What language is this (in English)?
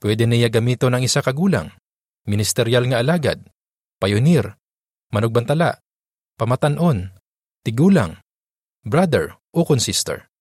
Hiligaynon